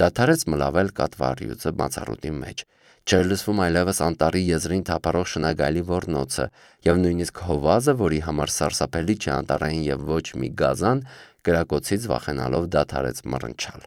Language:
Armenian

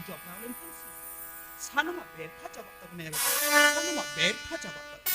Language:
Santali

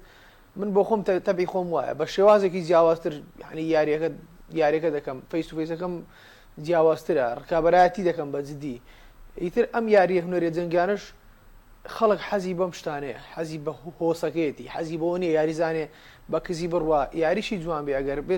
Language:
Central Kurdish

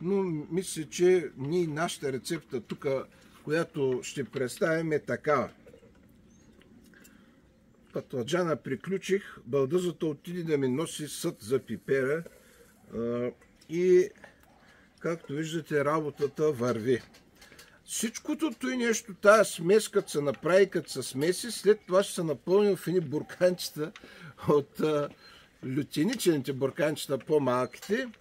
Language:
Bulgarian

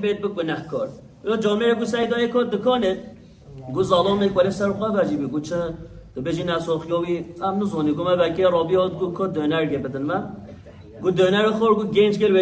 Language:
Kurdish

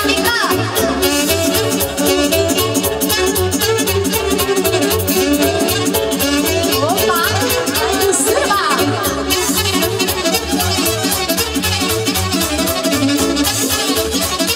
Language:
Romanian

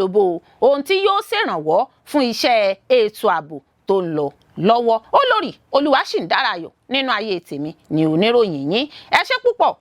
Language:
Yoruba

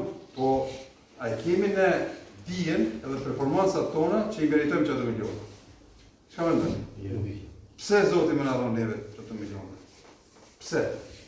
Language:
Albanian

